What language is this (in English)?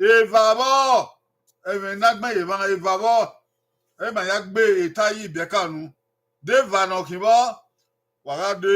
Bini